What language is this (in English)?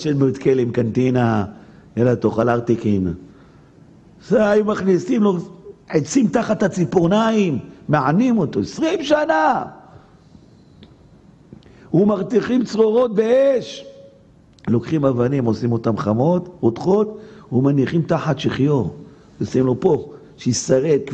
Hebrew